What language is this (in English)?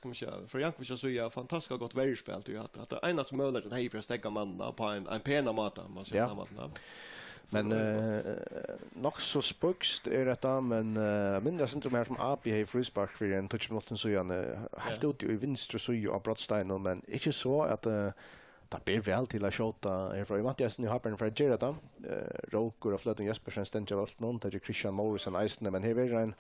Faroese